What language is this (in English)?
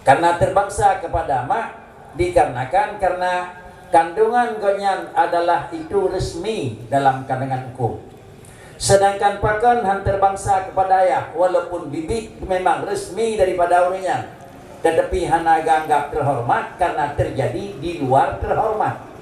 Achinese